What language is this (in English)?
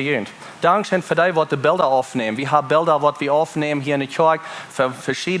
Plautdietsch